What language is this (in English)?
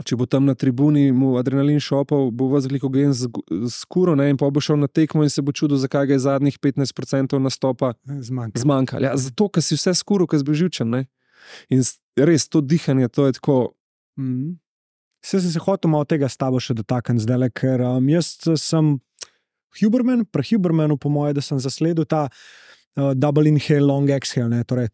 Slovenian